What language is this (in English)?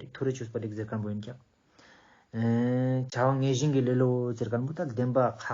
Ladakhi